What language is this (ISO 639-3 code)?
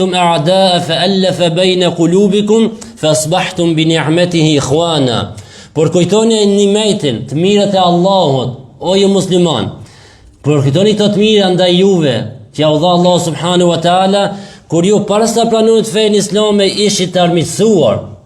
sqi